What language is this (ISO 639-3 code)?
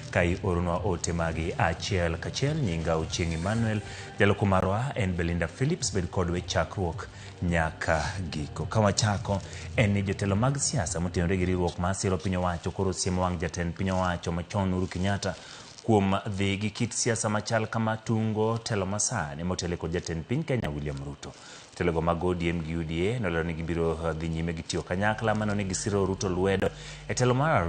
luo